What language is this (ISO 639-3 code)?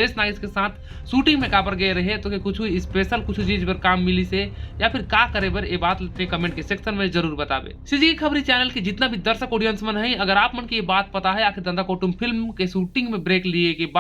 hne